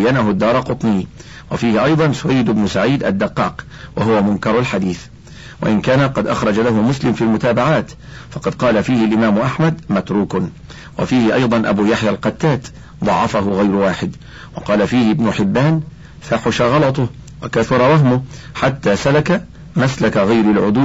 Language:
Arabic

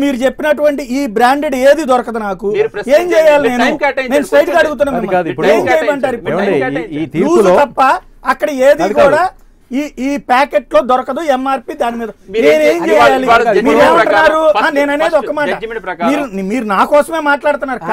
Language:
Telugu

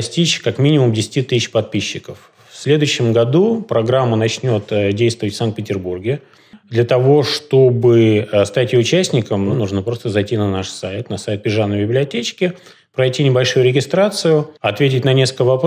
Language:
Russian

